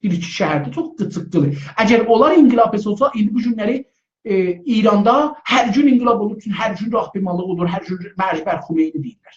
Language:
South Azerbaijani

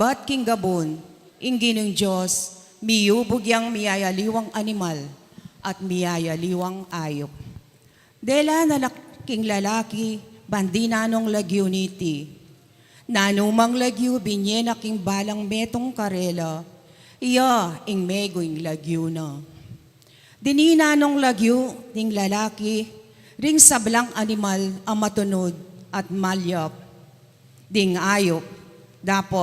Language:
Pampanga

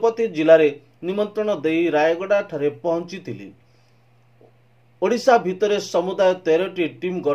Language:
Odia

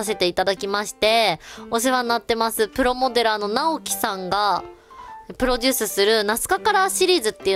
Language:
Japanese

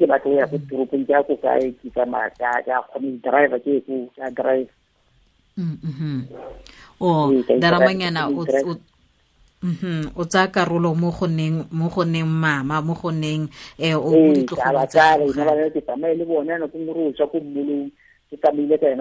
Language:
Tswana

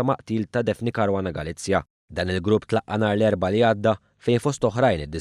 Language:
Maltese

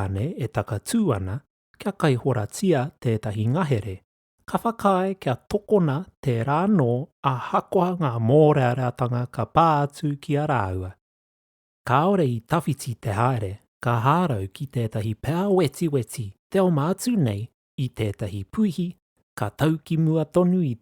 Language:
Māori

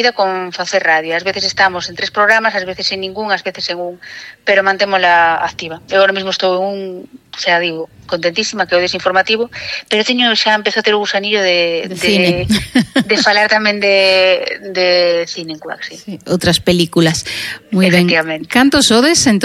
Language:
Galician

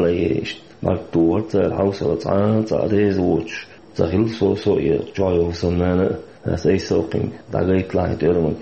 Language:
Chechen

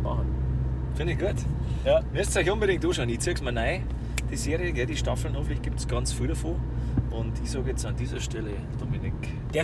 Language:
Bavarian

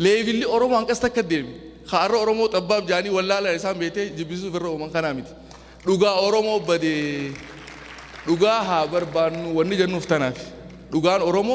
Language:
Oromo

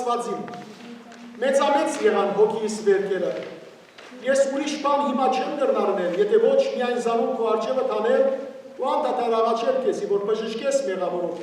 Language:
Western Armenian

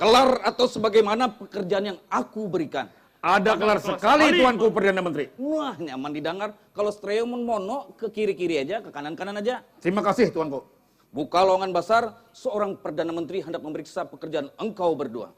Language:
Banjar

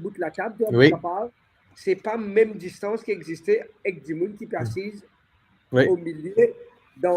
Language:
Morisyen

